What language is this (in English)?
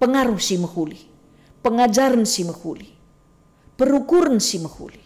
Batak Karo